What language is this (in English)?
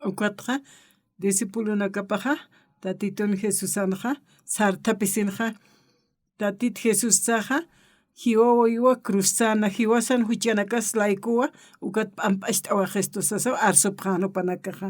Aymara